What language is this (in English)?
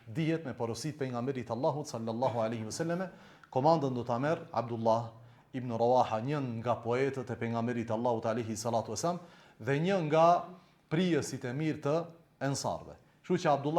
Albanian